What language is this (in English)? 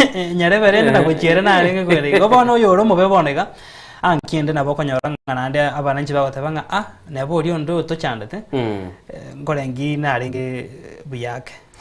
Gusii